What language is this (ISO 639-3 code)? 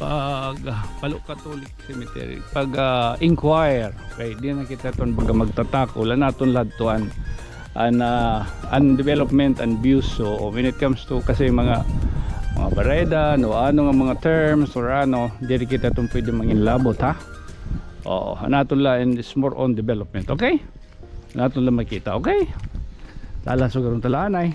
war